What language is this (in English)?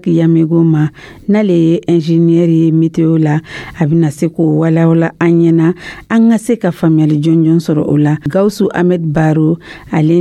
Dyula